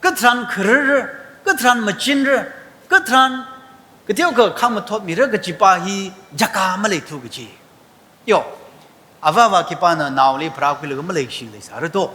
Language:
Tangkhul Naga (India)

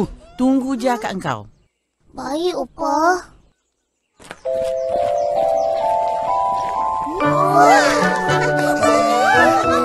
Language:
Malay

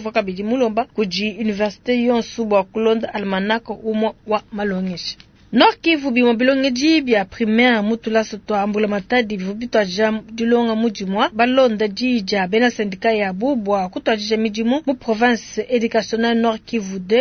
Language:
Luba-Lulua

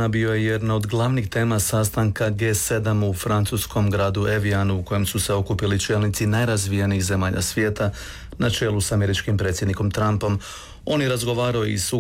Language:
Croatian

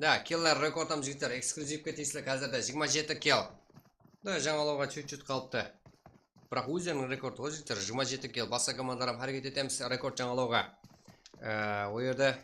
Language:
Kara-Kalpak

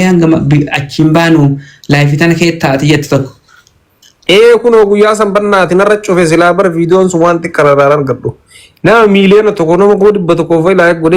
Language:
Oromo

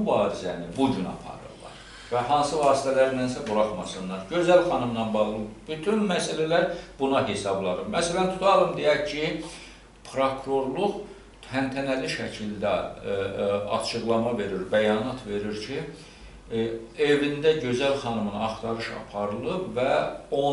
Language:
Azerbaijani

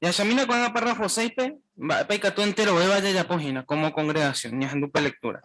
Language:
Guarani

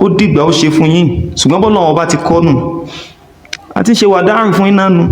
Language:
Yoruba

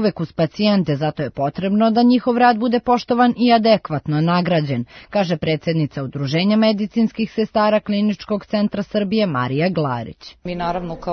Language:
Serbian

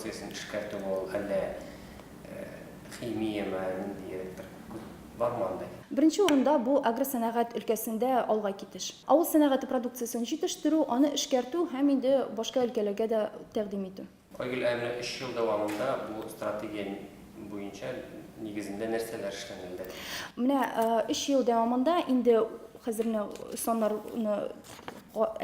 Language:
Tatar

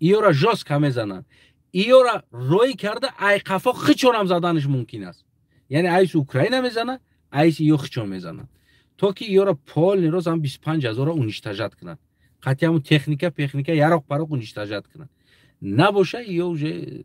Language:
Tajik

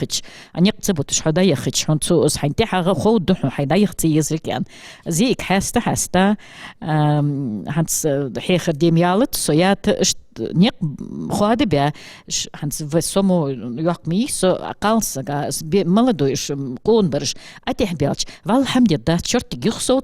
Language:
Ingush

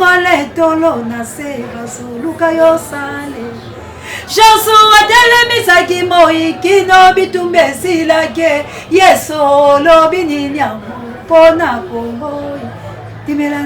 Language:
Lingala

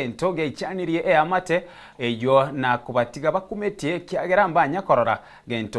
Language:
Gusii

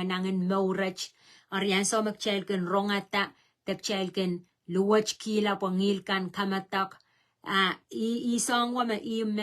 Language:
Pohnpeian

